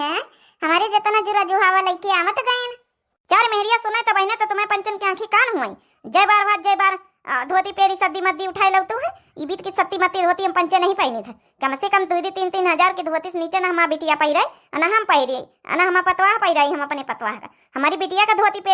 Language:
Awadhi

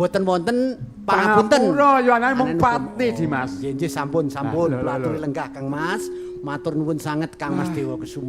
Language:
Javanese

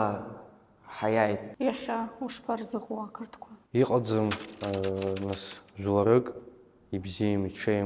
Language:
Abkhazian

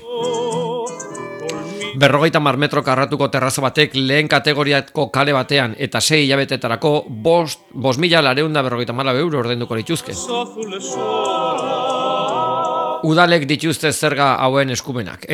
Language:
Basque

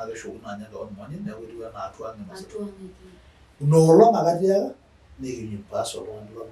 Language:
Masai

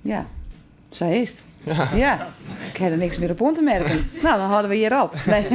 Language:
Western Frisian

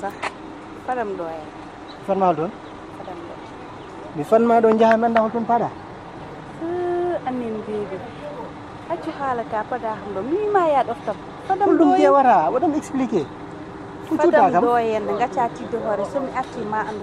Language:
Fula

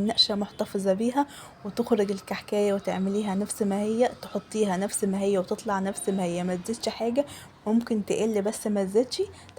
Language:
Egyptian Arabic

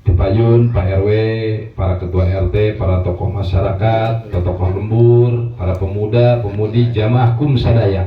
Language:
Sundanese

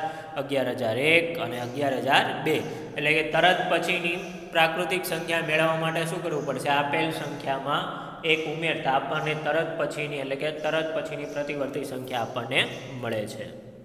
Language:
Gujarati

